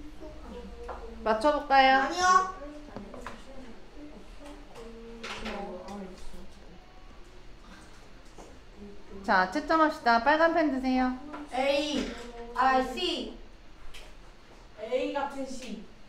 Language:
Korean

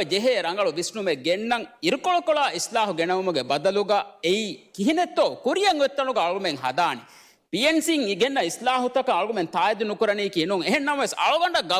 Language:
Divehi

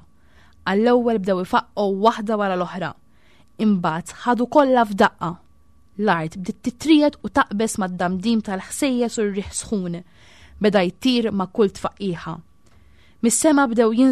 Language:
Maltese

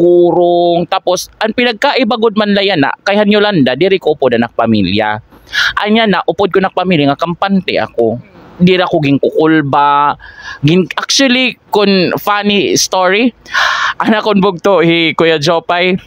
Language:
Waray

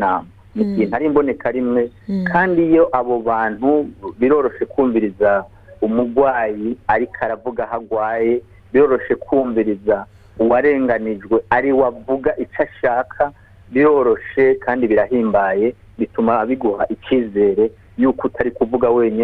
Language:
Rundi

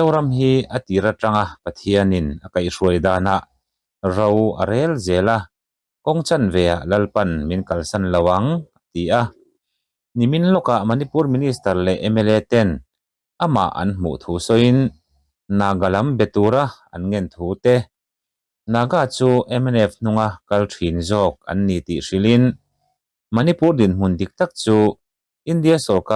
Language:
Mizo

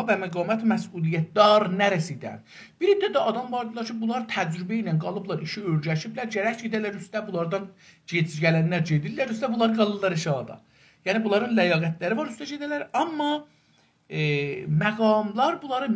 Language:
South Azerbaijani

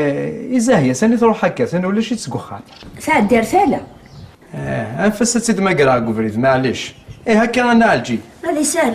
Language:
Kabyle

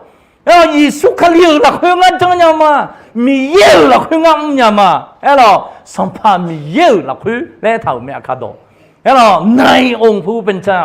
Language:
Akha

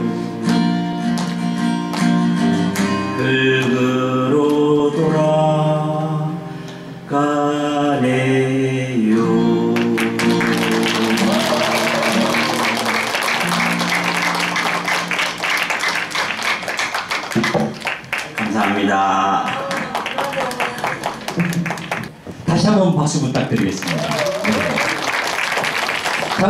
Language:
Korean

